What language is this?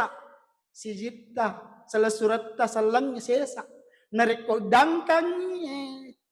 Buginese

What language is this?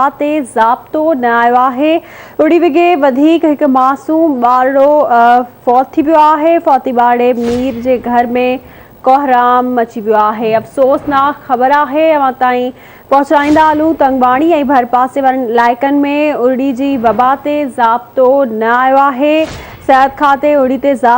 Sindhi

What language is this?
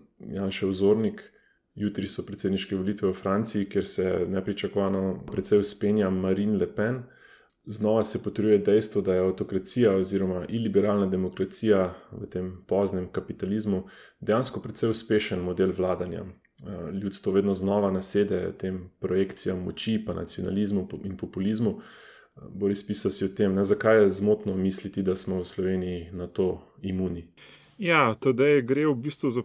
Slovenian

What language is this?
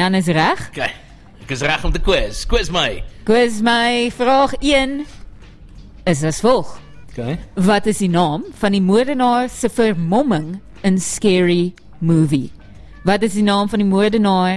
Afrikaans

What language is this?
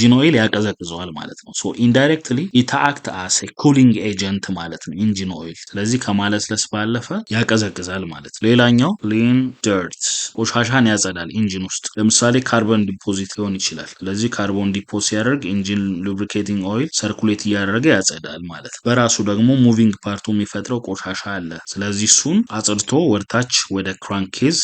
Amharic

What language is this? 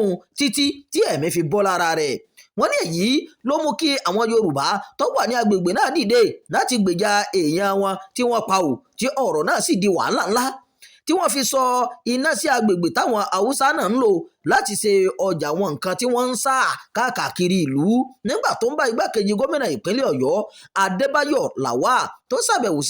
Yoruba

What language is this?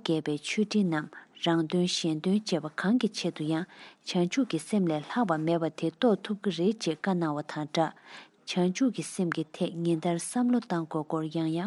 Tibetan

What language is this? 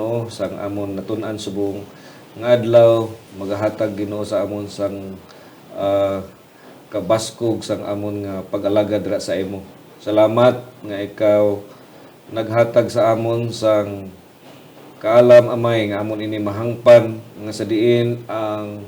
Hiligaynon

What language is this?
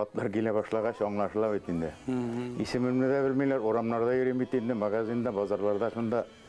Bashkir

